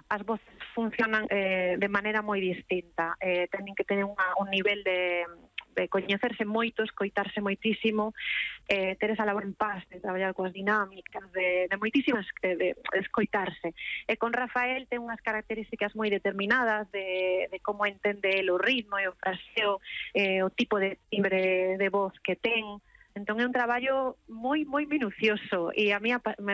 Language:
Galician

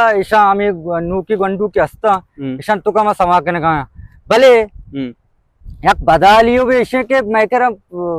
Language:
Baluchi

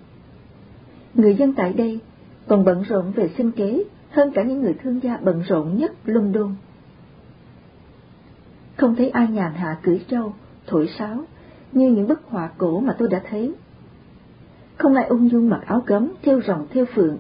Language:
Vietnamese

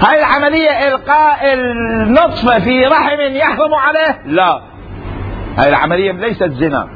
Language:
Mesopotamian Arabic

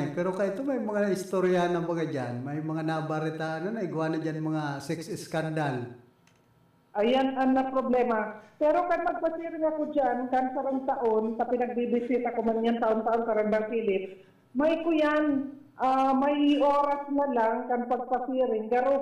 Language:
Bikol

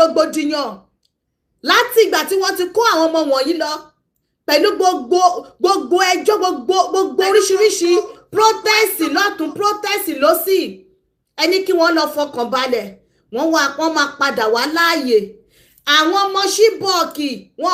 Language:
Yoruba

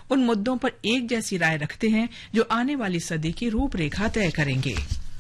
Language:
Hindi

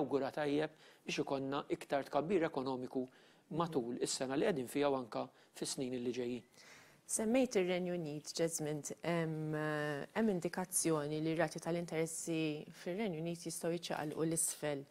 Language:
Maltese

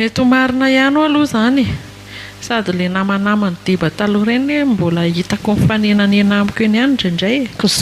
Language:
Malagasy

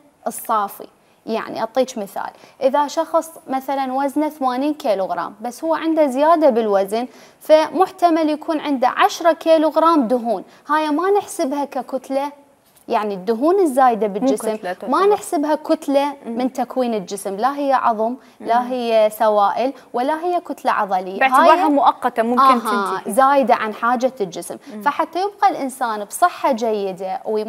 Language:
Mesopotamian Arabic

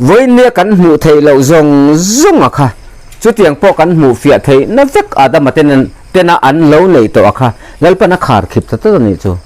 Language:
Mizo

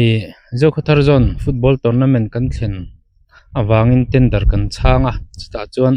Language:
Mizo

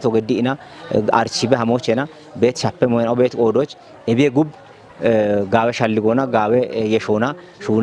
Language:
Kafa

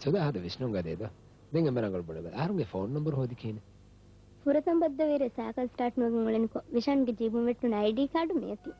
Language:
Divehi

